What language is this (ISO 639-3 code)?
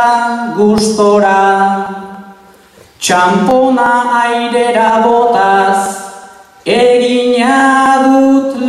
eus